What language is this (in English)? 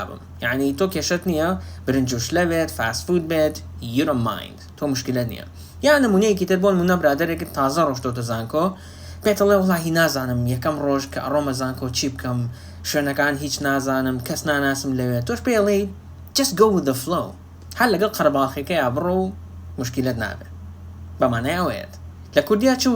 Central Kurdish